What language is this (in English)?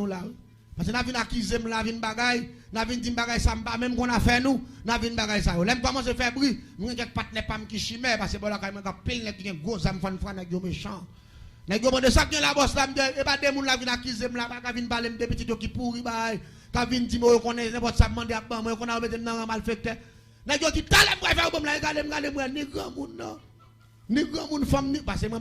Haitian Creole